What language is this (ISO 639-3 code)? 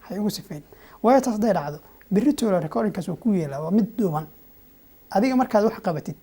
som